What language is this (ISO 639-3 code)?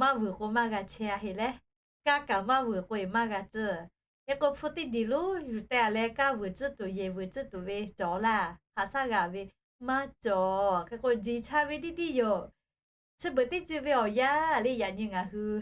lhu